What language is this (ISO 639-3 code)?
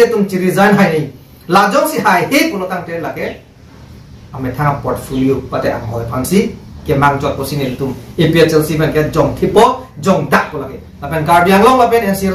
mjw